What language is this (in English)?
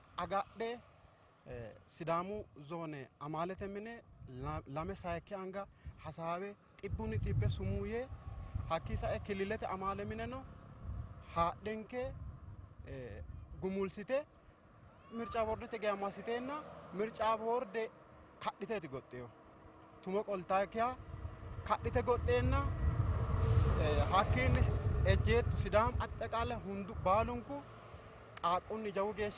Sidamo